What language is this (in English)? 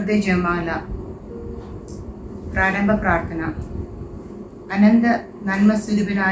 Malayalam